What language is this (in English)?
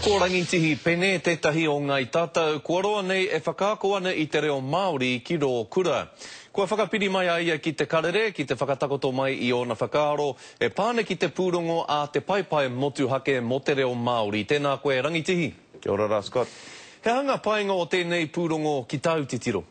Māori